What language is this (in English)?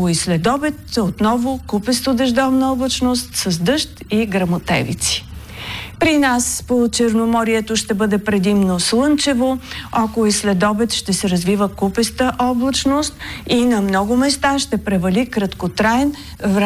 Bulgarian